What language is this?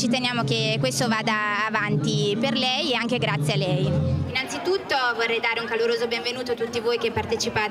Italian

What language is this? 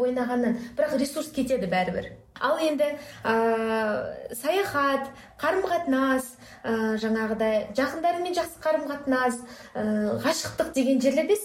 Kazakh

